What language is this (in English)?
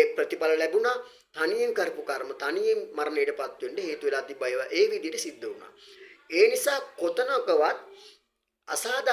Sinhala